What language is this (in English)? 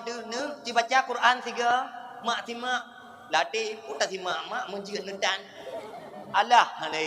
Achinese